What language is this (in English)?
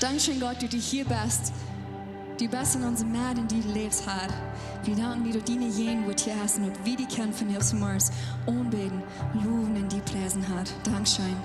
Plautdietsch